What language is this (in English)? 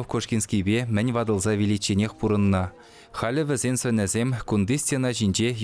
Chuvash